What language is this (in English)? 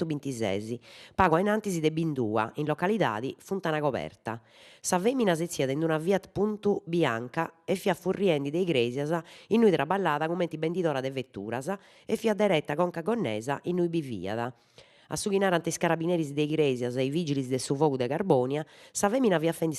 Sardinian